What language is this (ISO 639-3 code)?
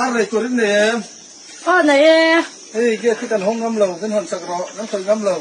lus